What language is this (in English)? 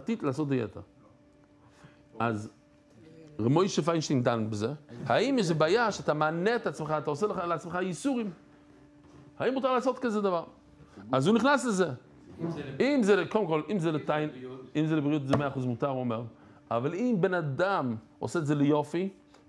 Hebrew